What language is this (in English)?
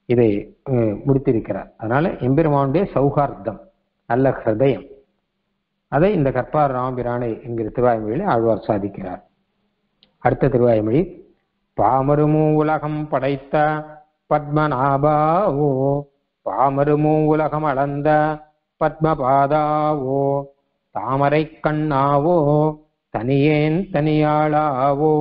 Tamil